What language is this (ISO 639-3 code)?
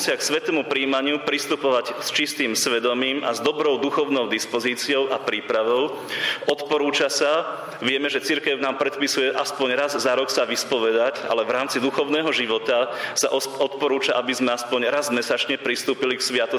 slk